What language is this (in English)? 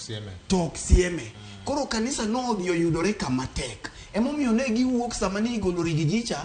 Luo (Kenya and Tanzania)